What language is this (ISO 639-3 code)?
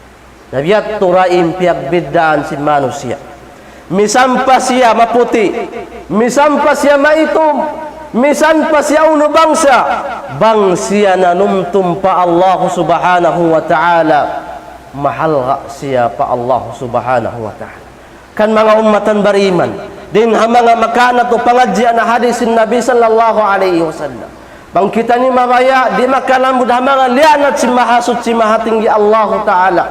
tsg